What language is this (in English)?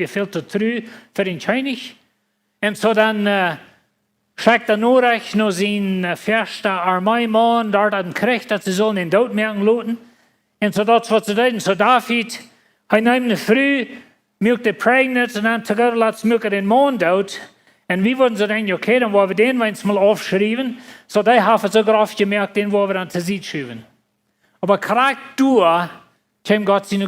Plautdietsch